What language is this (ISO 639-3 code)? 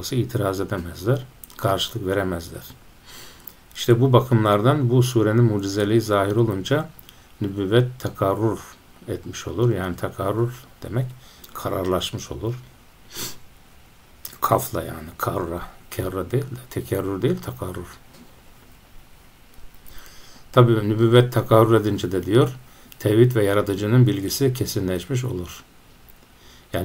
tur